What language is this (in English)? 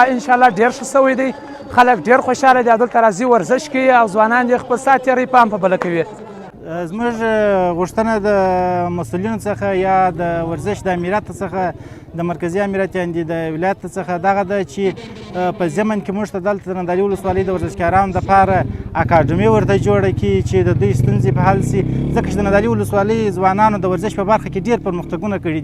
Pashto